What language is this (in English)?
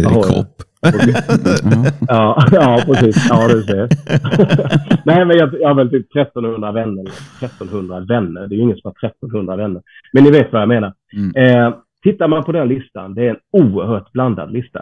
Swedish